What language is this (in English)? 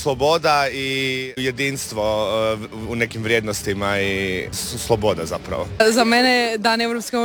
Croatian